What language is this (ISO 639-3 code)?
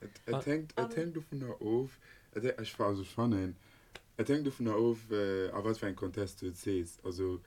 ltz